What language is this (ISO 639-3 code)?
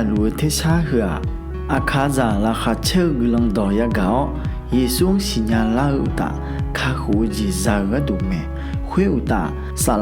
ahk